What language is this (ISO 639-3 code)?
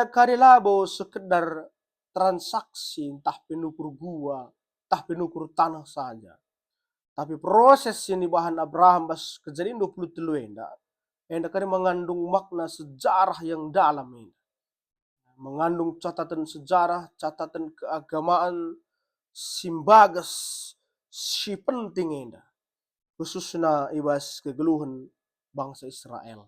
btx